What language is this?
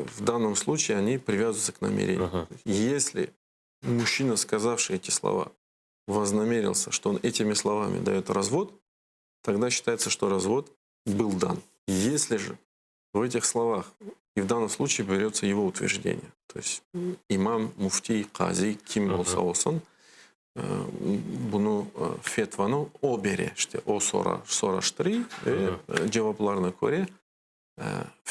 Crimean Tatar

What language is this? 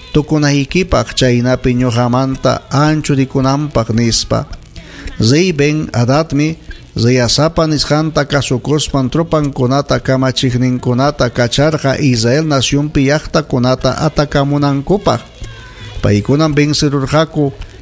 Ayacucho Quechua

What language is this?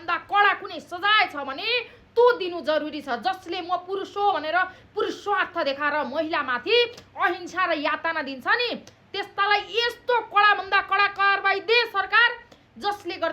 Nepali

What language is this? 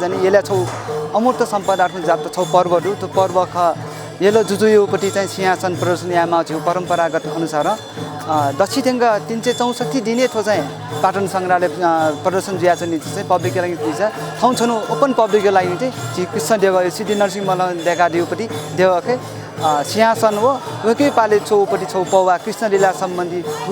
Newari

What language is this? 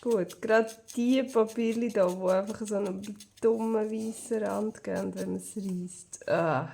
Swiss German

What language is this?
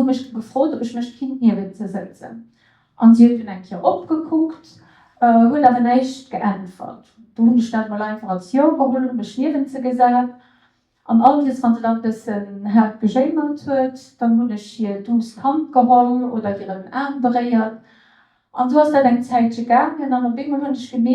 Luxembourgish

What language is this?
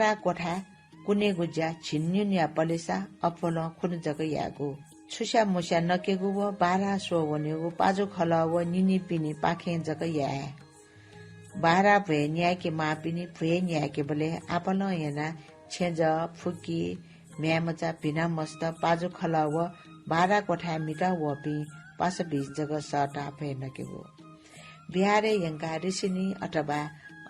Newari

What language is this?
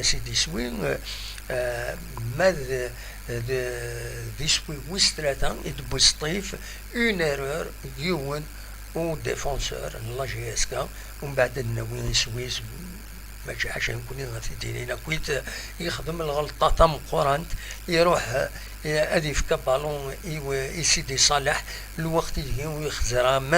Kabyle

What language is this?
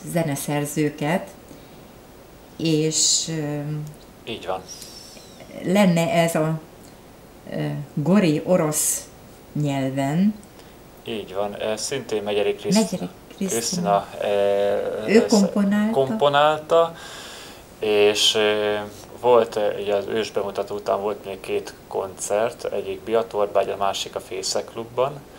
Hungarian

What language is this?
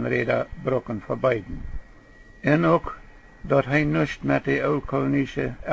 Plautdietsch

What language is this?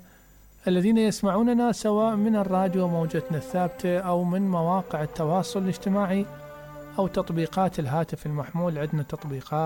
Mesopotamian Arabic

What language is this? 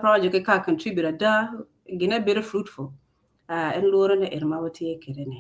Acoli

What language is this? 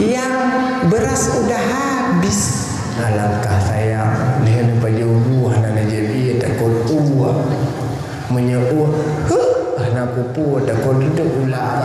Achinese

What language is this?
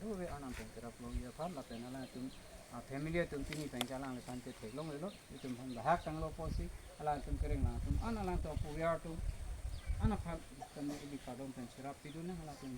Karbi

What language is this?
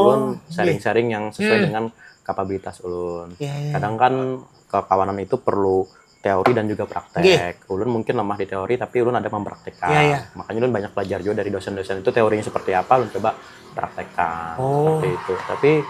Banjar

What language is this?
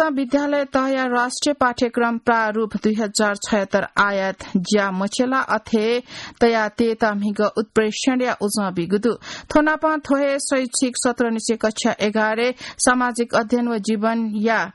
Newari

